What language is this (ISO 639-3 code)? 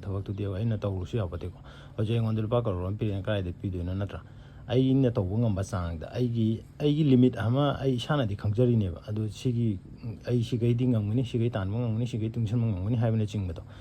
mni